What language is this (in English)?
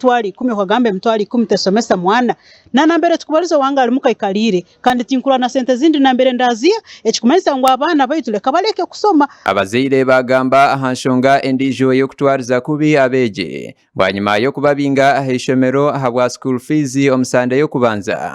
Nyankole